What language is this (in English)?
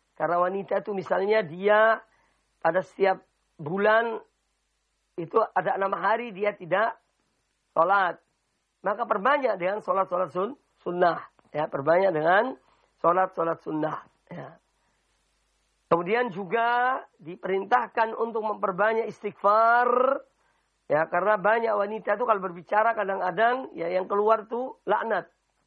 Indonesian